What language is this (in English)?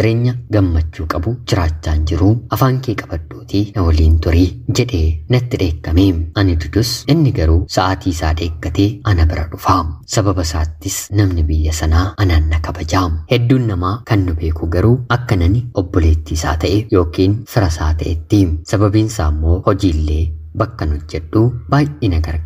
Oromo